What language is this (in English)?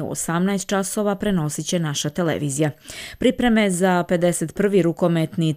Croatian